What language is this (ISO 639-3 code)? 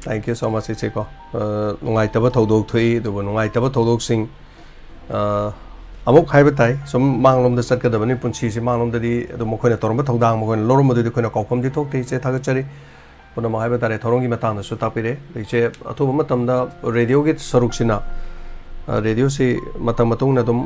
mni